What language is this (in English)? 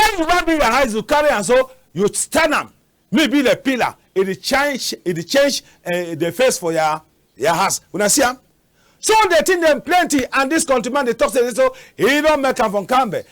Cameroon Pidgin